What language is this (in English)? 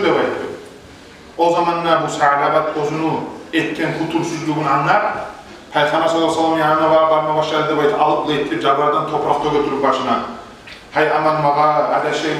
Kumyk